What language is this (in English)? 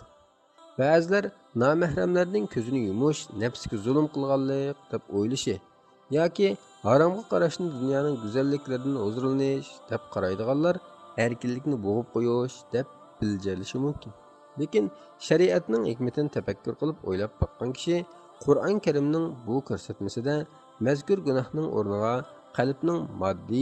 Uyghur